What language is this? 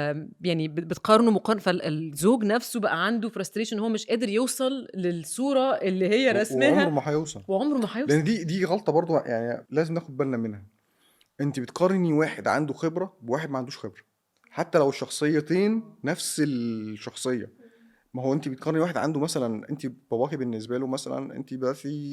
Egyptian Arabic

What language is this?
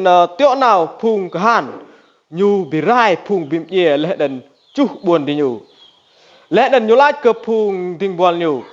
Rade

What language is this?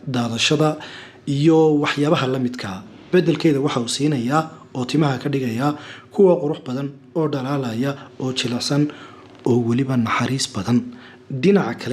Somali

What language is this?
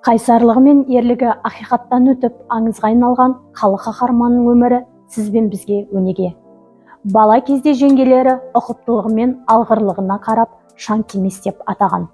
Kazakh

